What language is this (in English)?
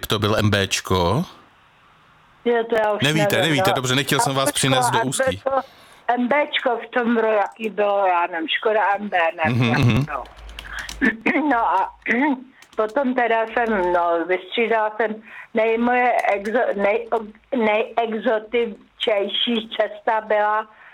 Czech